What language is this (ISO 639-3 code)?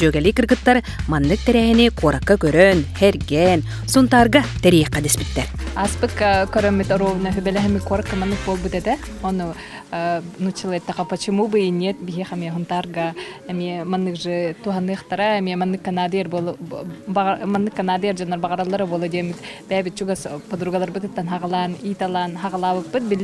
sah